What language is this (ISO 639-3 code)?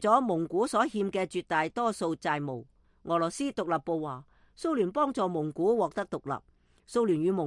yue